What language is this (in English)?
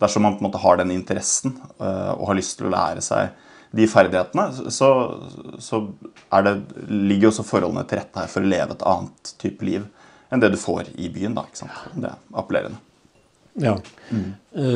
Norwegian